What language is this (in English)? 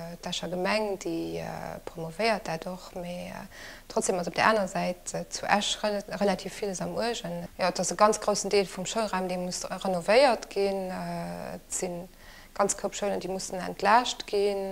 Luxembourgish